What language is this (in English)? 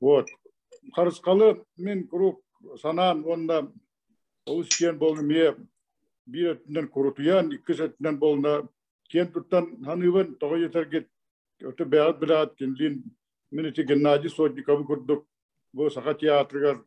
Yakut